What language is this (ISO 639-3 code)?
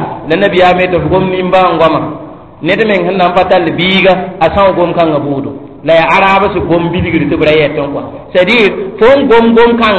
mos